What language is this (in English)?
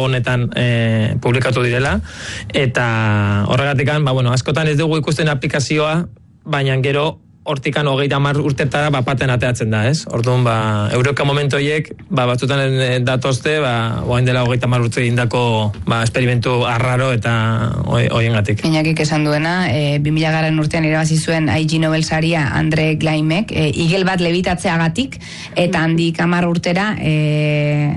Basque